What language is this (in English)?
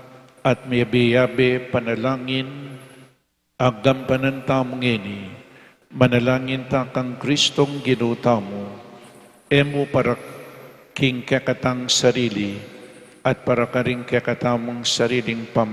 Pampanga